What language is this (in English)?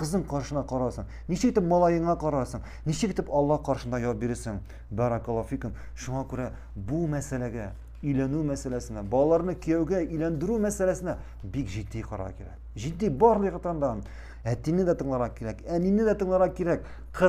Tatar